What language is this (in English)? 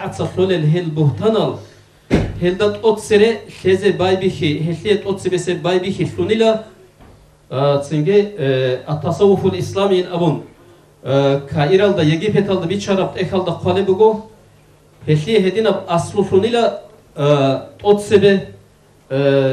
Avaric